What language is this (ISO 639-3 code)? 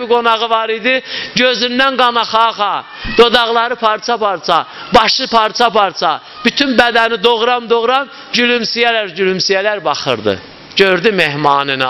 aze